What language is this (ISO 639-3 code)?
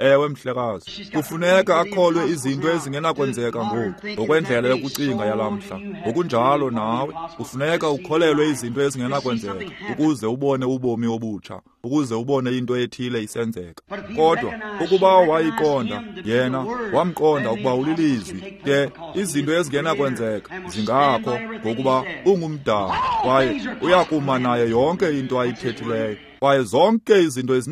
xho